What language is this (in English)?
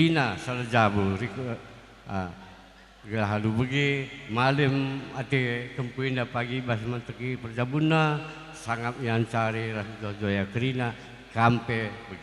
Batak Karo